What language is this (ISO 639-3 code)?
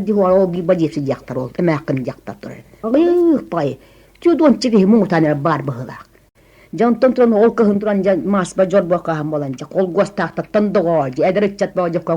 sah